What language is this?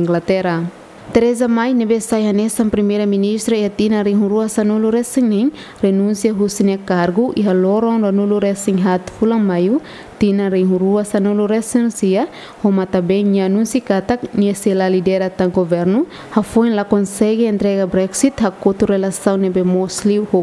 Tetum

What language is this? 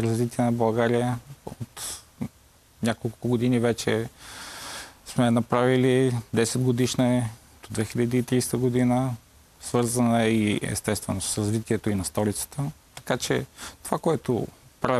Bulgarian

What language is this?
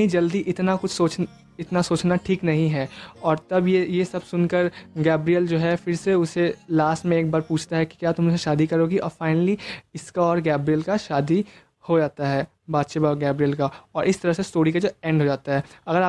Hindi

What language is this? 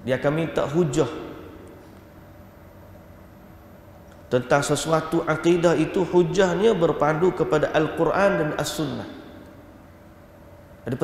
Malay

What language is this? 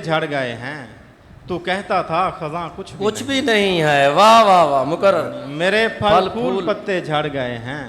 Saraiki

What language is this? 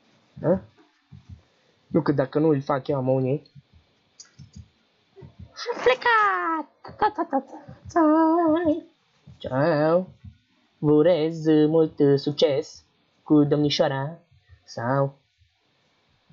Romanian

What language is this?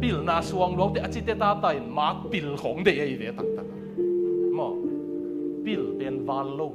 Tedim Chin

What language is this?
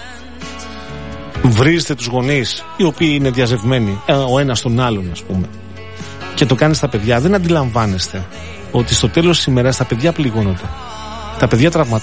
Greek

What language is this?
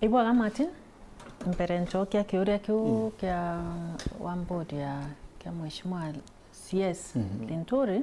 Meru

